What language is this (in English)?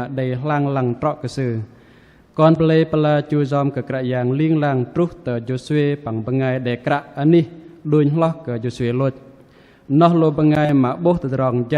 Bahnar